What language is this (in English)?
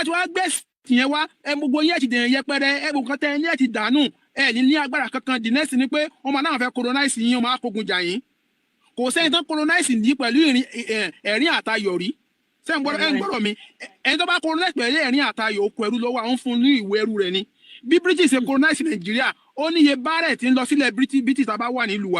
Yoruba